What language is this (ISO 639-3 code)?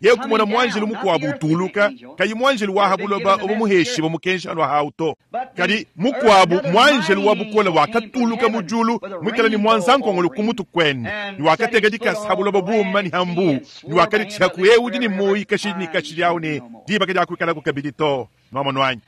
lua